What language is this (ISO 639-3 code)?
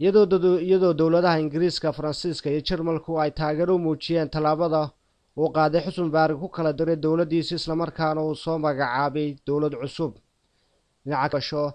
som